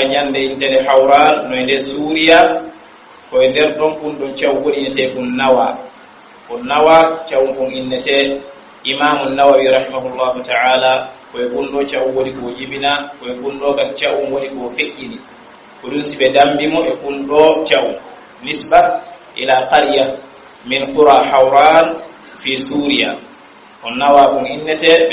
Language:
Pular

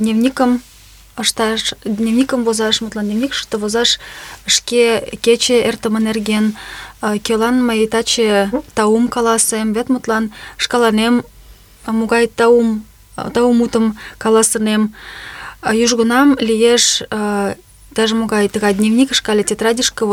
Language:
Mari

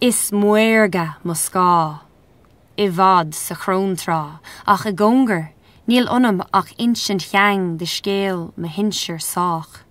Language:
Irish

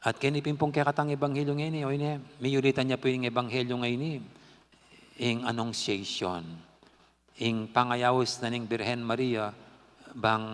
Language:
Pampanga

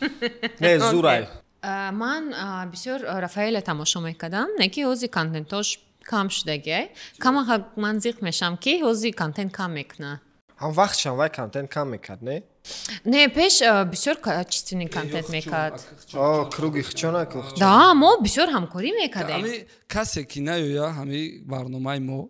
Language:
Tajik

